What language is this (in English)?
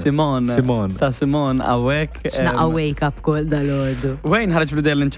Maltese